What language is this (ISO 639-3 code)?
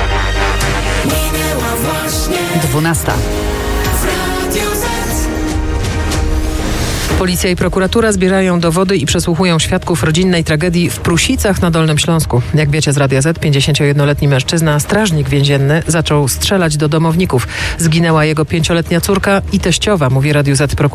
pol